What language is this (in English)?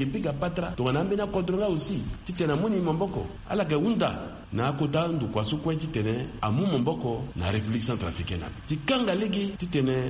Sango